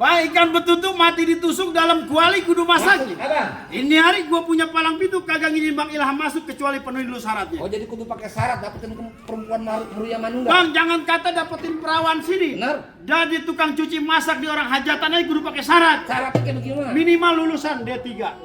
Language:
Betawi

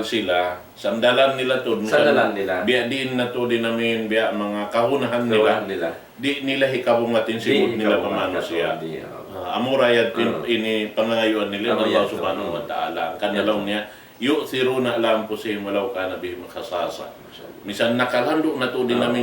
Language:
Tausug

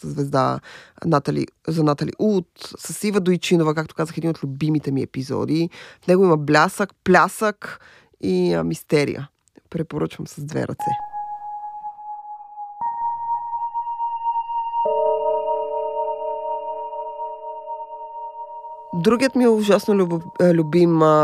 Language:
Bulgarian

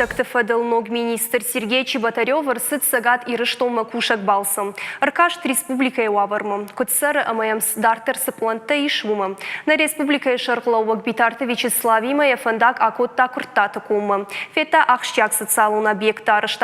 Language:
Ossetic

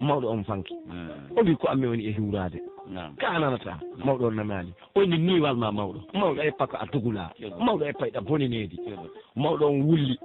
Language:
Pular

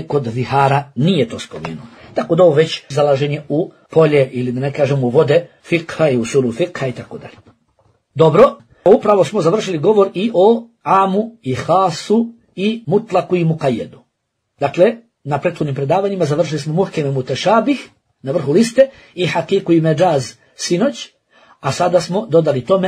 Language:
Bosnian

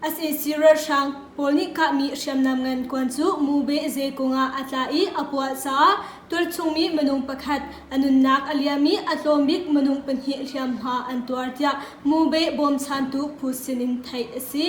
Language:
Hakha Chin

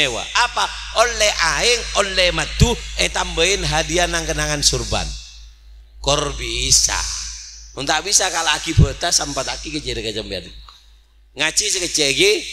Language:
Madurese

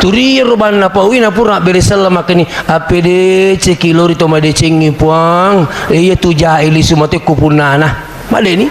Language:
Buginese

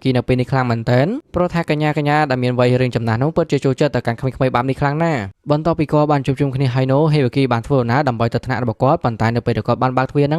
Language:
Khmer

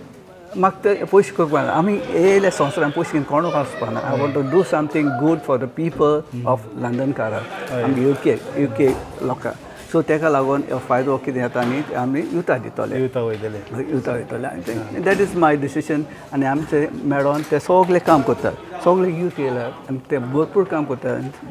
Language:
Konkani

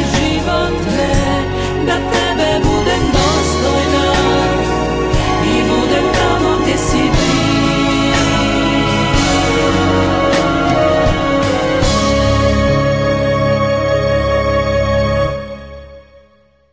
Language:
Croatian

